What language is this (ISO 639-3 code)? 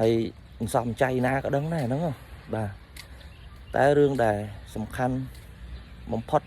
khm